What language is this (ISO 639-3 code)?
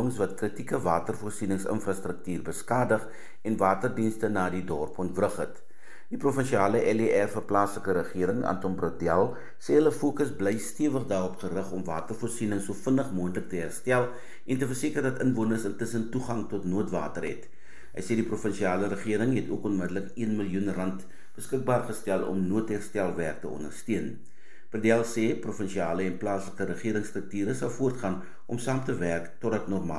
afr